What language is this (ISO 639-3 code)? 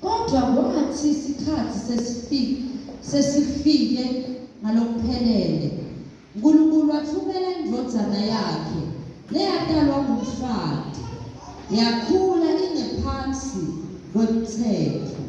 zul